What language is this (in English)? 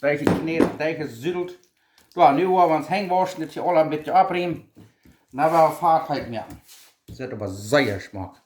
Plautdietsch